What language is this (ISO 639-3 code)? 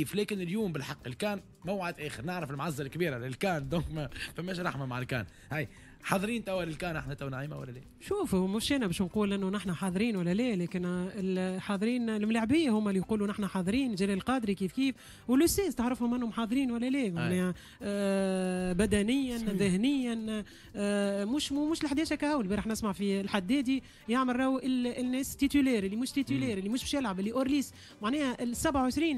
aeb